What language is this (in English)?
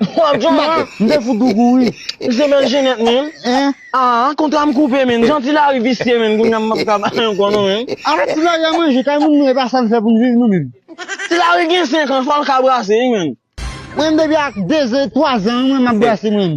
Haitian Creole